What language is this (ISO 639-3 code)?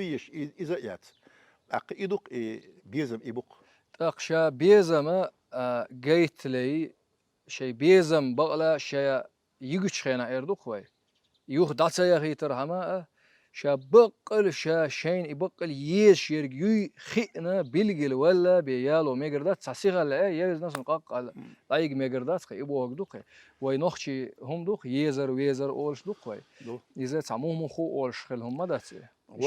che